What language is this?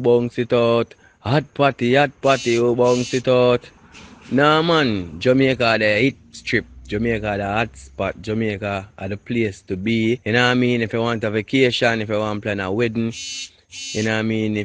Jamaican Creole English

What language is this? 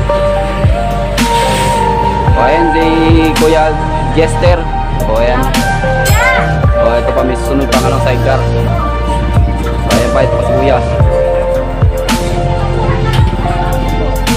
Filipino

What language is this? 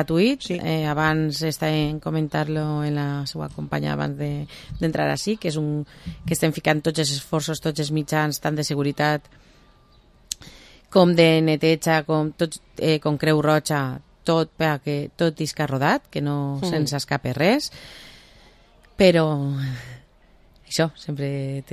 Catalan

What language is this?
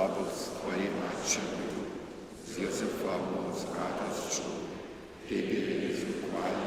Upper Sorbian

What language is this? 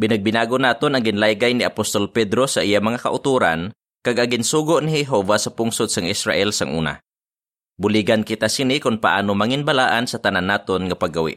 Hiligaynon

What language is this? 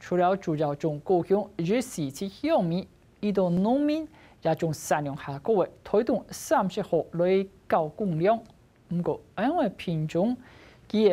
Hakka Chinese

